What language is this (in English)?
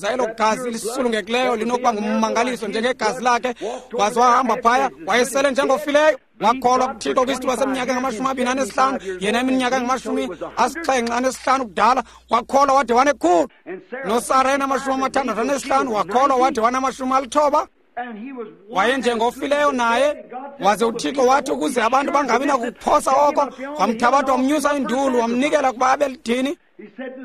Xhosa